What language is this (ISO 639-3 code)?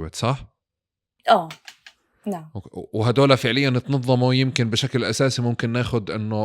apc